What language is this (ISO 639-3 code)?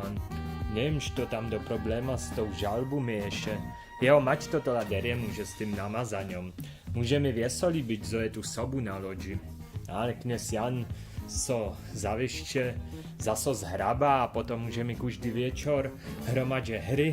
hsb